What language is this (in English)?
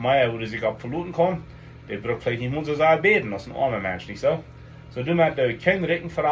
Plautdietsch